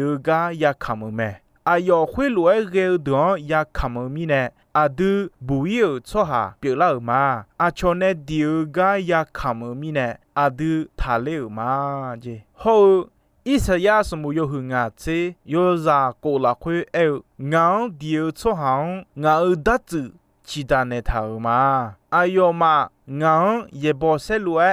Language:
Akha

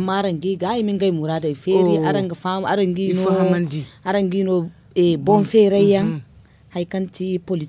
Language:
Zarma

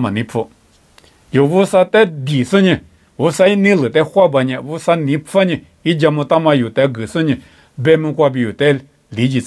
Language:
Lisu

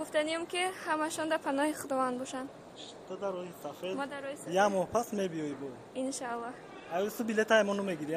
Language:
Tajik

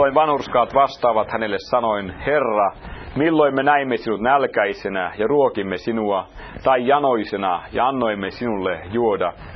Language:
Finnish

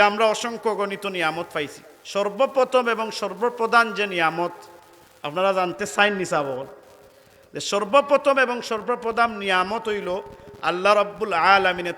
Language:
Sylheti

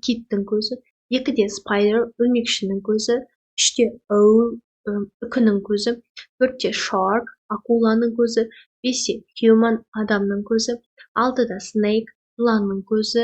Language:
Kazakh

